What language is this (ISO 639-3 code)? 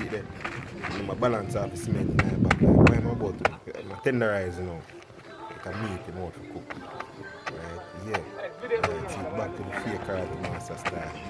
jam